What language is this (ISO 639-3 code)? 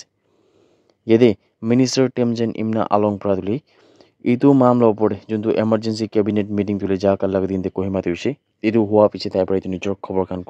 nag